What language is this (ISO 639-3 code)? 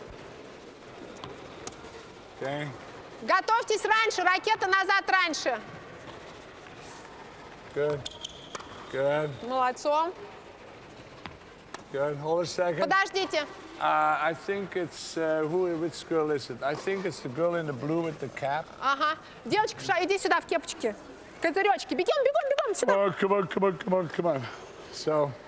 rus